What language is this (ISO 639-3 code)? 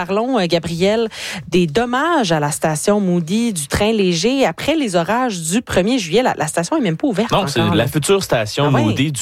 fra